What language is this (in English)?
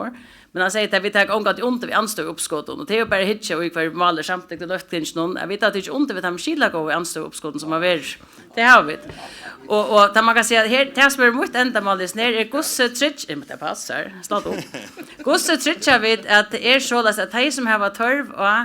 Faroese